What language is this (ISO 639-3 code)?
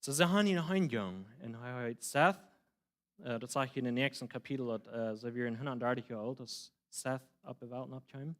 pdt